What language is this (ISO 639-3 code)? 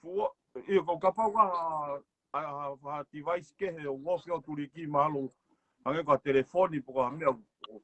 ton